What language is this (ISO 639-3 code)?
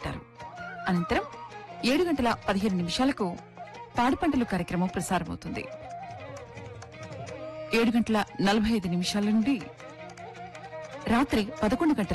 tel